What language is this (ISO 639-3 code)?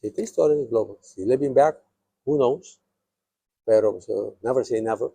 pap